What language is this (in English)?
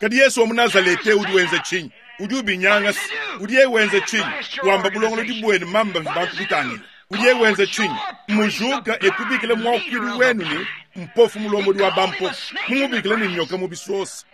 Luba-Lulua